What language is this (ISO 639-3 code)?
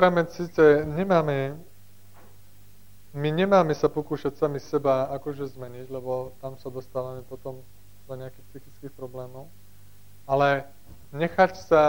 slk